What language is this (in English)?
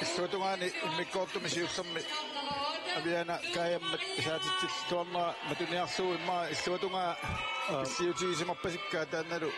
Kalaallisut